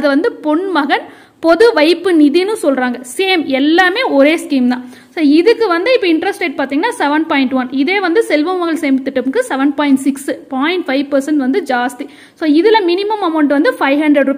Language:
Tamil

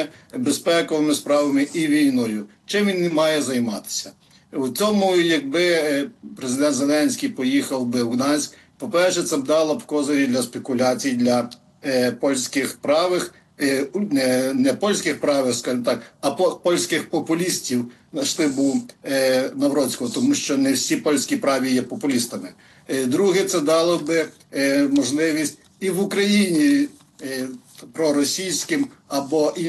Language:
Ukrainian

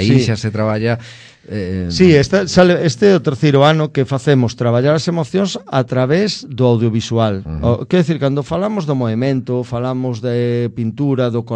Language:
Galician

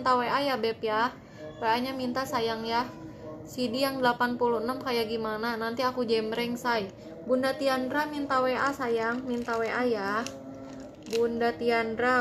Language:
Indonesian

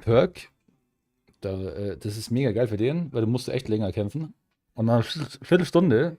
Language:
Bavarian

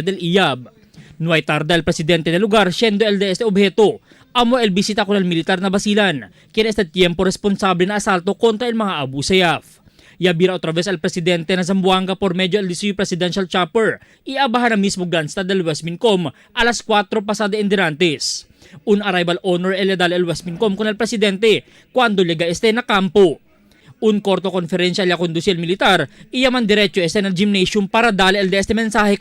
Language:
Chavacano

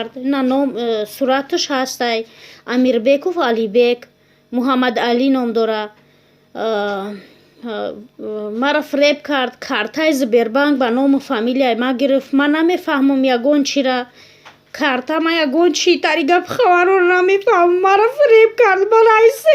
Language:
Tajik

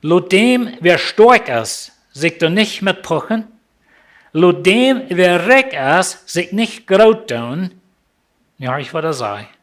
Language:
Plautdietsch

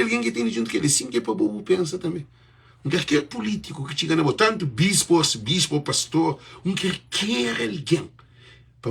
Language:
Kabuverdianu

